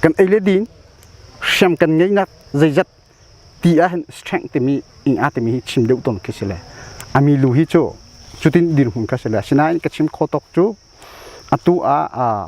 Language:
Hakha Chin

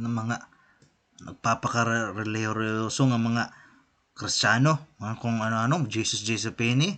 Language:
Waray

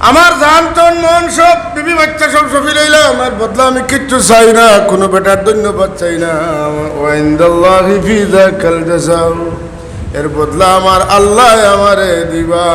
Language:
Sylheti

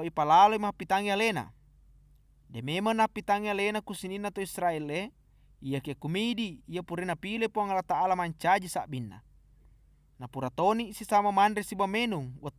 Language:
Buginese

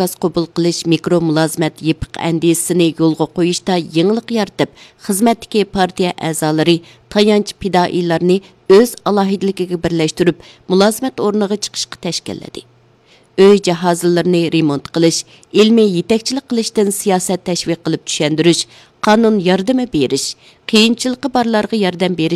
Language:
Uyghur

